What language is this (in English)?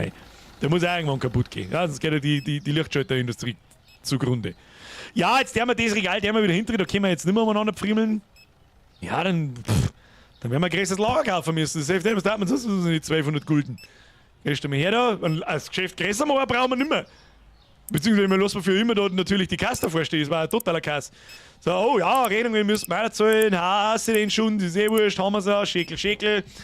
Bavarian